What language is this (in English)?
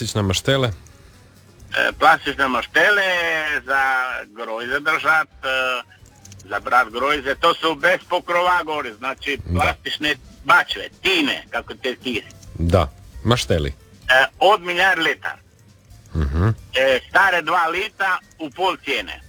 Croatian